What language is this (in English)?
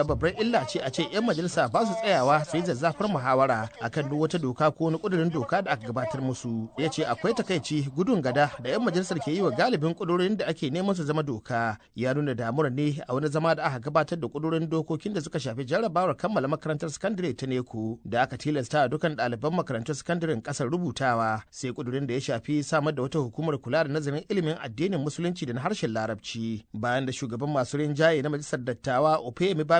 Hausa